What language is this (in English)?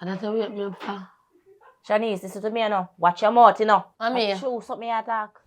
Jamaican Creole English